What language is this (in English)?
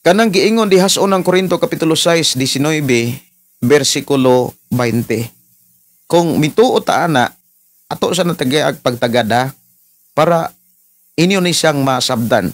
Cebuano